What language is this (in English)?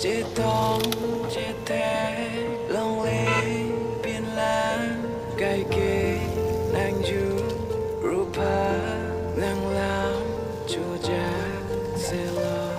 Karbi